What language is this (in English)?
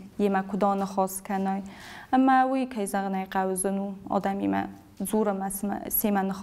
Ossetic